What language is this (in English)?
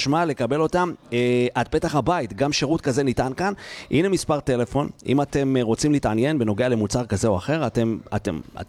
Hebrew